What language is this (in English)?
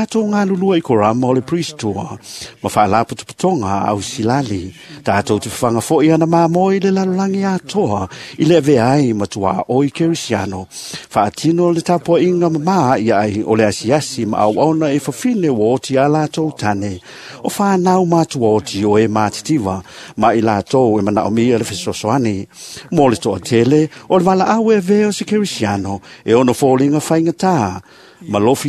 Samoan